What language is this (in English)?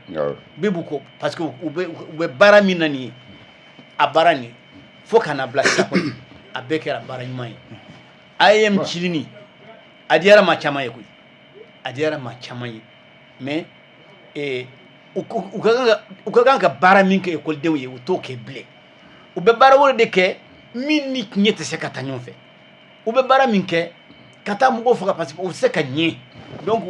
Bambara